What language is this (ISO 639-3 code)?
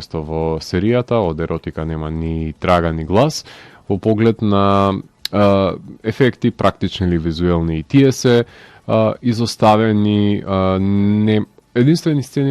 mkd